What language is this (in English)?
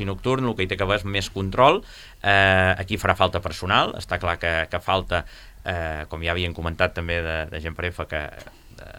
Catalan